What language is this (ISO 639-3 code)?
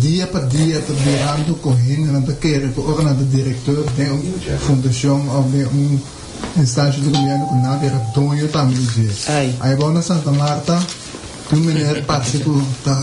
pap